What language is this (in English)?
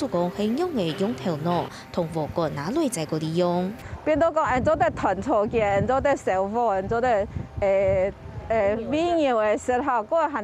Hakka Chinese